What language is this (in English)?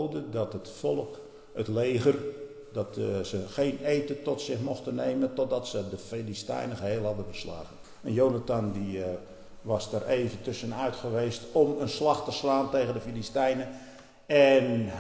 Dutch